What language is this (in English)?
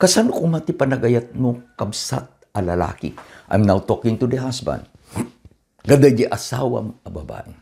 Iloko